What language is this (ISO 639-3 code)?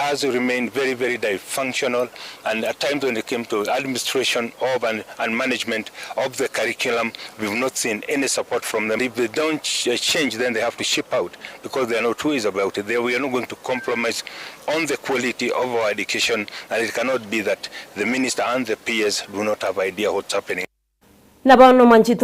guz